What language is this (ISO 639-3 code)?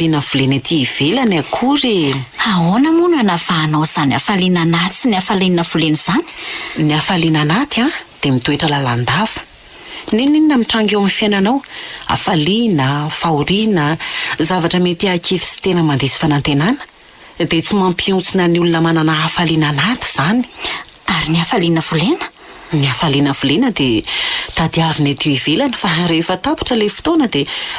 mlg